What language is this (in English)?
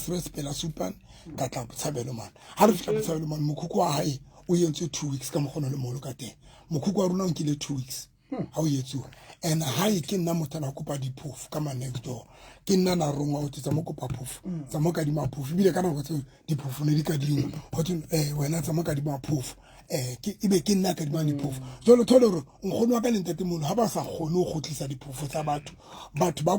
Southern Sotho